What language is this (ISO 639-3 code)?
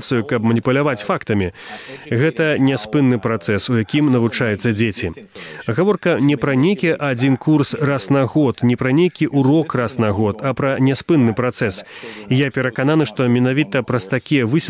bel